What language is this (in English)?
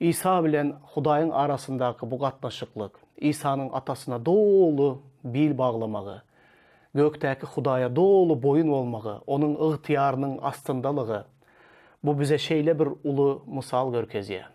Turkmen